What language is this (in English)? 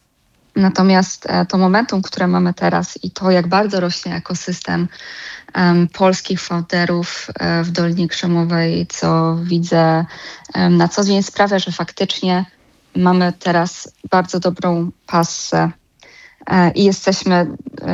Polish